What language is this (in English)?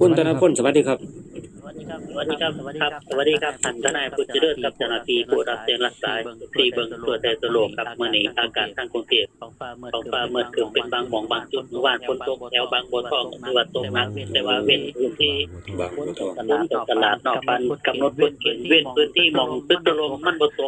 Northeastern Thai